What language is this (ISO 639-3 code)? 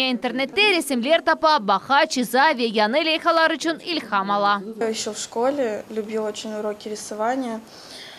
crh